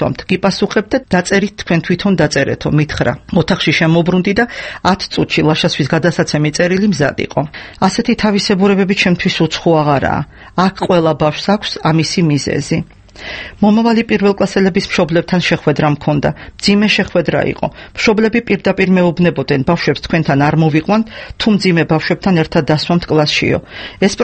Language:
Georgian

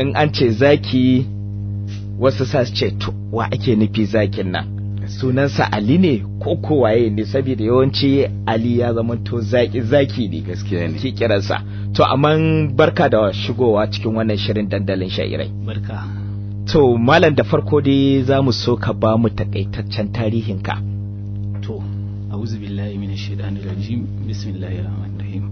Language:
Hausa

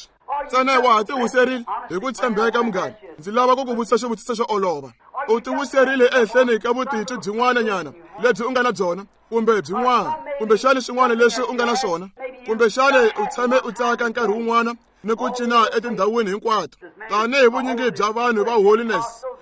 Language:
Tsonga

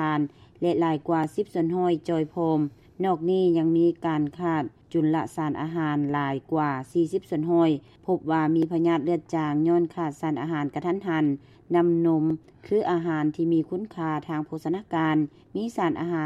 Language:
Lao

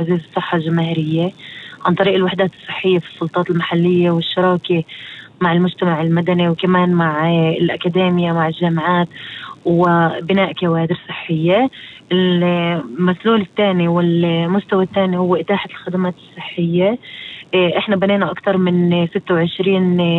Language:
North Levantine Arabic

